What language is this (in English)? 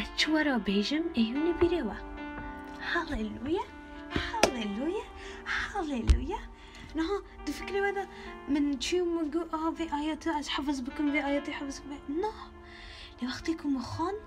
Kurdish